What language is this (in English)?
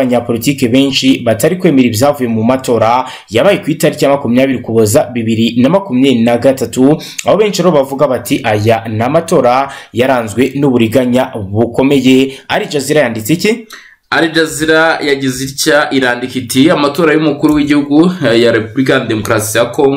Kinyarwanda